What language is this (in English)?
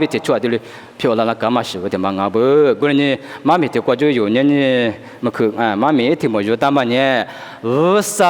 Lisu